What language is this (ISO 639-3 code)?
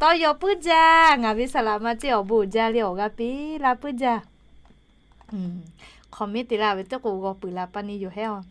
lhu